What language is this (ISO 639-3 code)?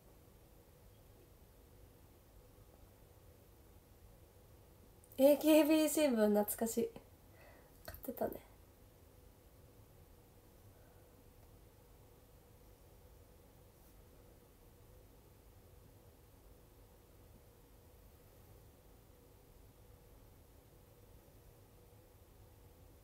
jpn